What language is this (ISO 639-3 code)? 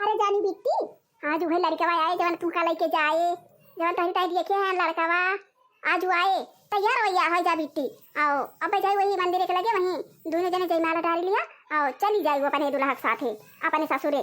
awa